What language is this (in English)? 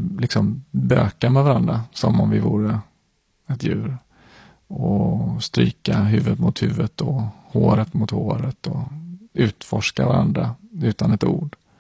Swedish